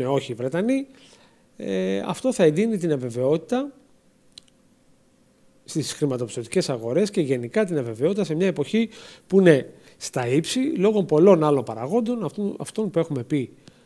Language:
Greek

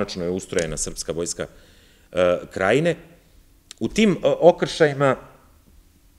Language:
Serbian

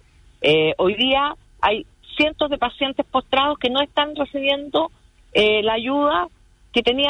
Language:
Spanish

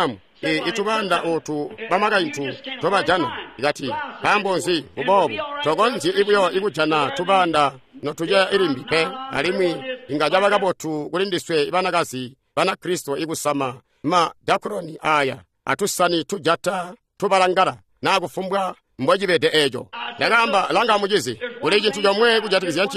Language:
Tonga (Zambia)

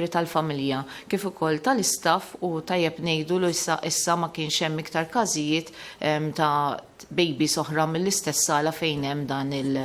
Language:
Maltese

